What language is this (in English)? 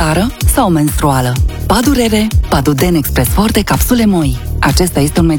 Romanian